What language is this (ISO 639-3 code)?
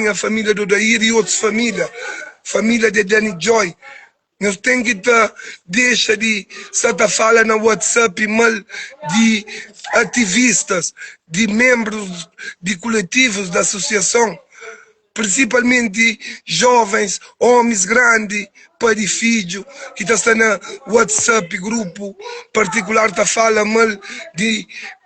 kea